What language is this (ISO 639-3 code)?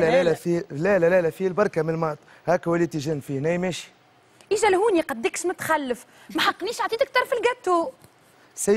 aeb